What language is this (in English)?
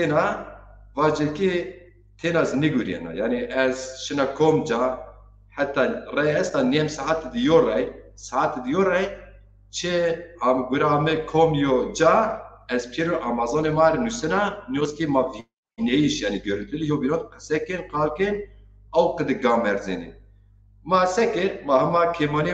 Zaza